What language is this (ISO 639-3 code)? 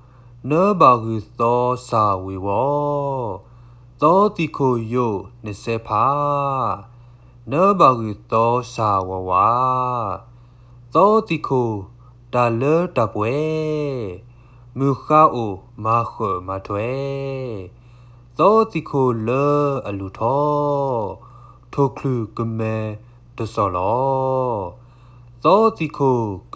ksw